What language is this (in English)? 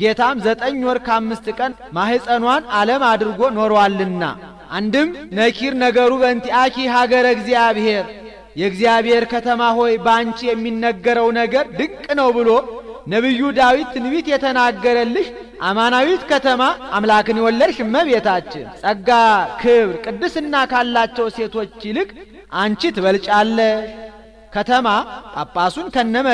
Amharic